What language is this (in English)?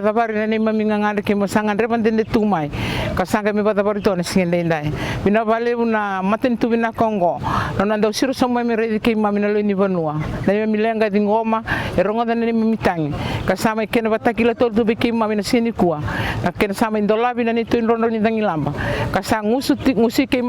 Fijian